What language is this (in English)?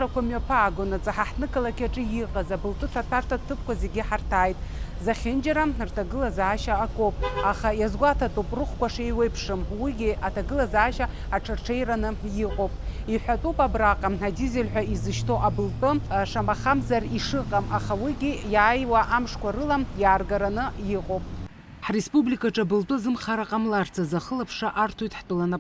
Abkhazian